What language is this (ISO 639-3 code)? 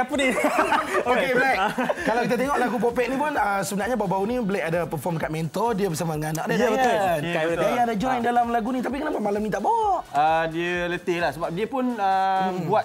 msa